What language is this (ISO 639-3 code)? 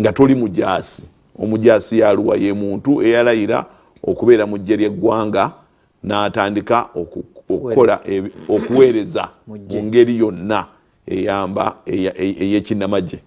lug